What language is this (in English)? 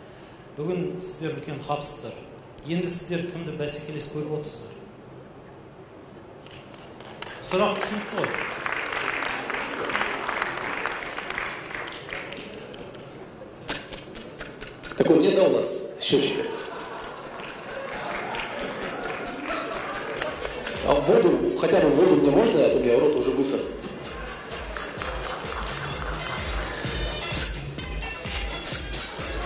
Kazakh